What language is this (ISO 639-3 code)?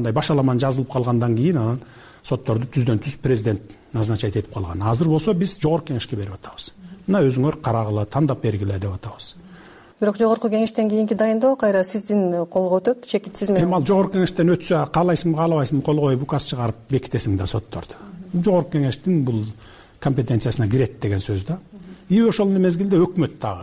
kir